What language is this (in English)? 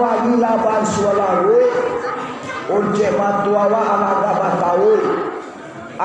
Minangkabau